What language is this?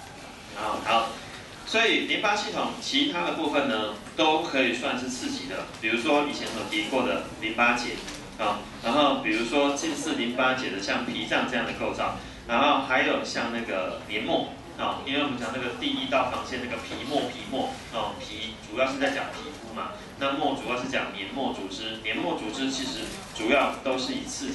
Chinese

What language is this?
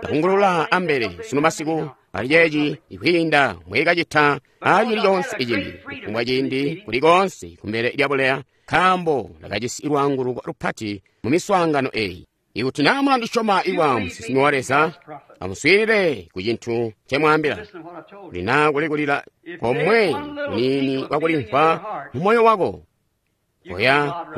Tonga (Zambia)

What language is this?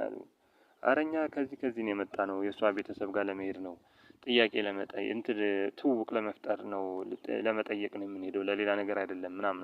Amharic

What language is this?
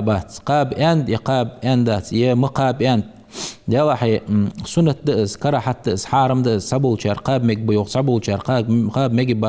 Ingush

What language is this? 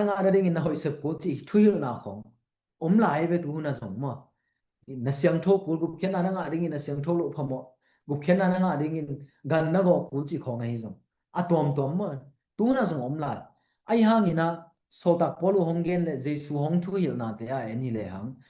Tedim Chin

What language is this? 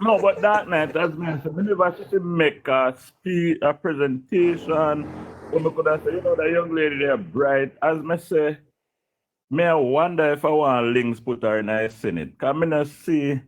Jamaican Creole English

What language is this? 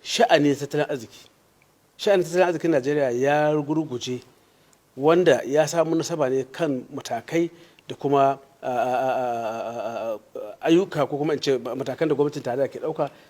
Hausa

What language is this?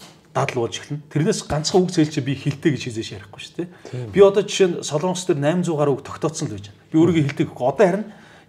Mongolian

